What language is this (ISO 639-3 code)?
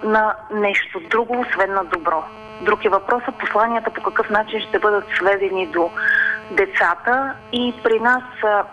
bul